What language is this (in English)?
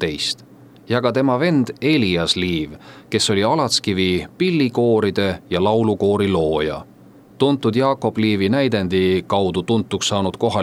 Estonian